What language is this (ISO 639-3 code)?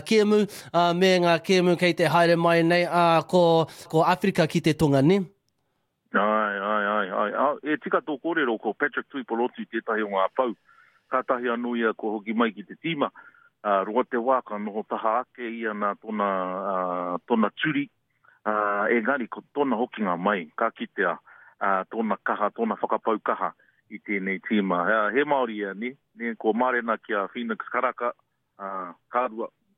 mri